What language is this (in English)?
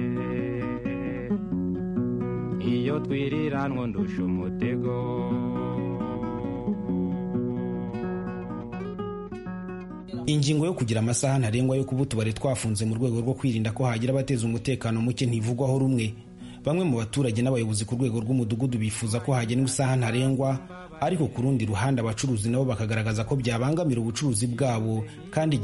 Kinyarwanda